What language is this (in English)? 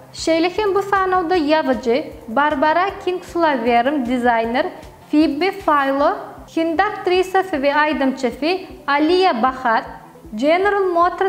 Turkmen